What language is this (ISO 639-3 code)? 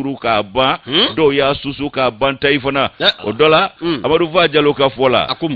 bam